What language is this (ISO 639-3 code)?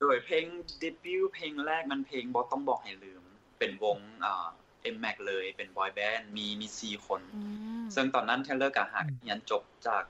lao